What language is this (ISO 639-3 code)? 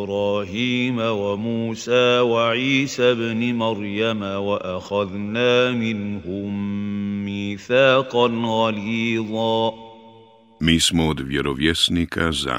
bos